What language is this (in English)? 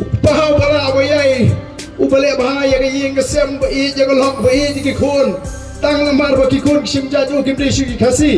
Khasi